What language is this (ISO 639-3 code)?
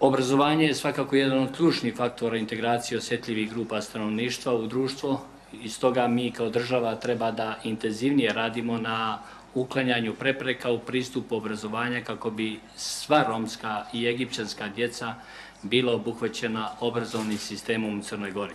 bos